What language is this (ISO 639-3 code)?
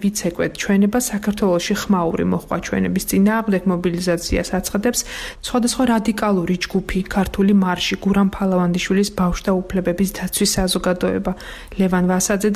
kat